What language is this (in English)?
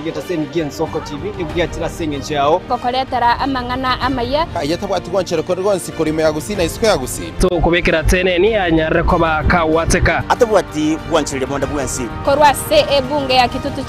Gusii